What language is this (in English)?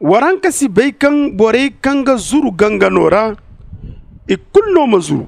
Zarma